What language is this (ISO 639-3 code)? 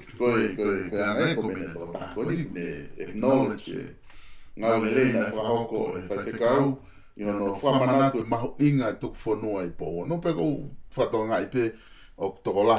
ton